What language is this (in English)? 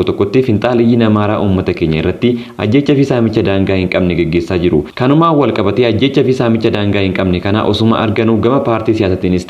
Oromo